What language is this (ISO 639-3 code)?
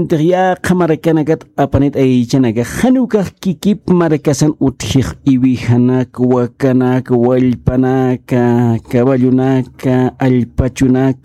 aym